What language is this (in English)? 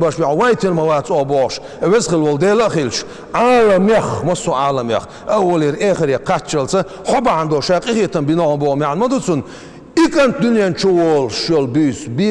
Chechen